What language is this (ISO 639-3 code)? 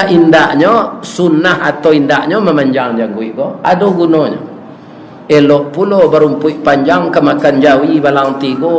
min